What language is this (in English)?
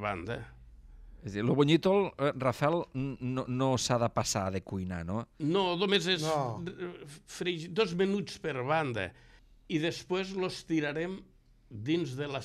Catalan